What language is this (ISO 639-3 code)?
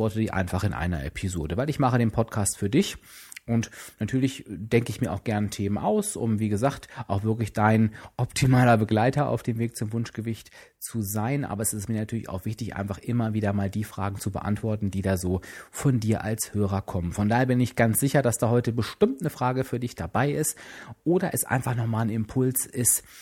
deu